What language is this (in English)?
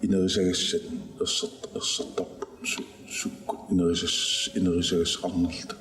Kalaallisut